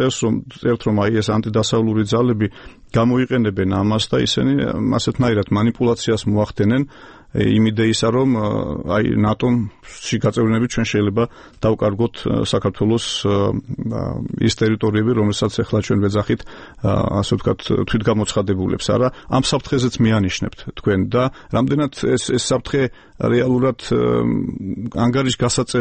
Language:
Georgian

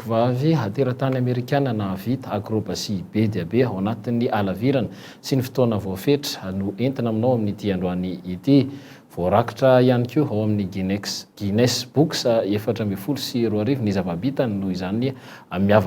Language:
Malagasy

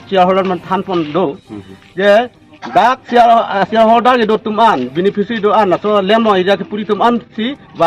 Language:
Karbi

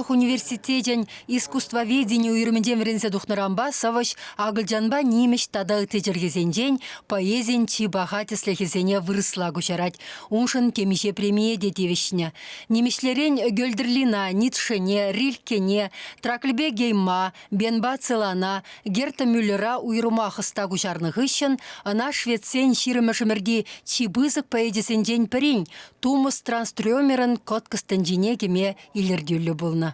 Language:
Chuvash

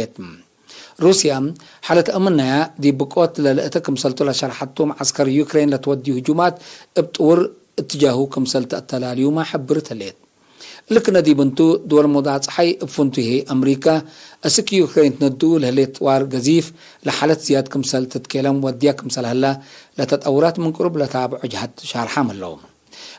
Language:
Tigre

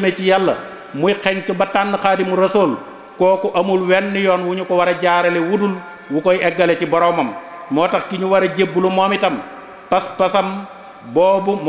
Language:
Wolof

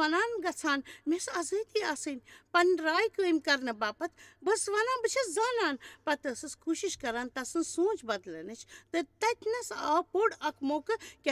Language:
Kashmiri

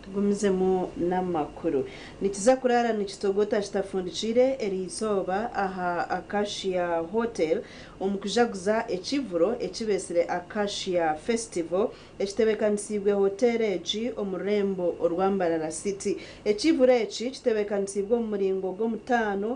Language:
Nyankole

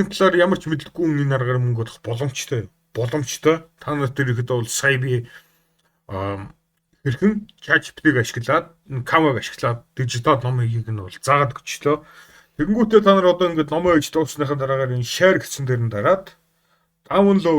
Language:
Mongolian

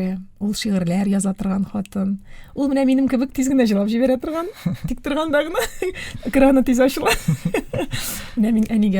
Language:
Tatar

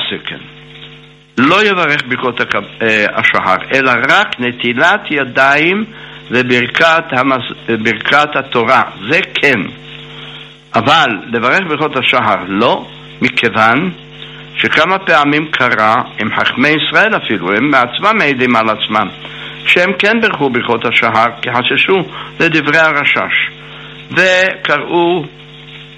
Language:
Hebrew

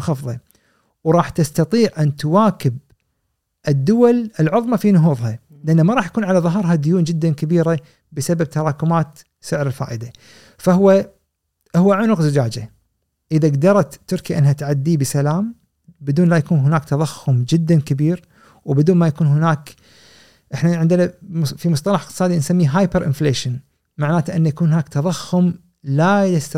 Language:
Gulf Arabic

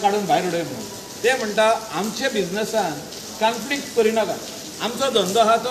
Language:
Konkani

